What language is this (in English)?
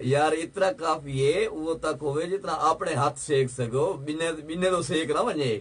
Saraiki